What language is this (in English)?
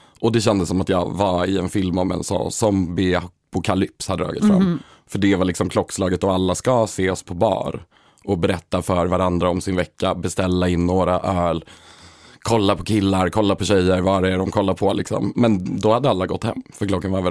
Swedish